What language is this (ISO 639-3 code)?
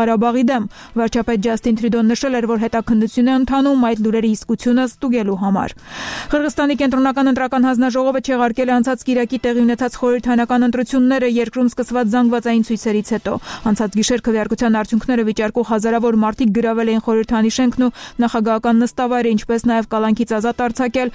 hye